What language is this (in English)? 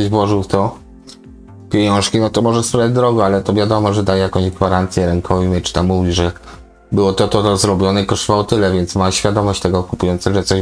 Polish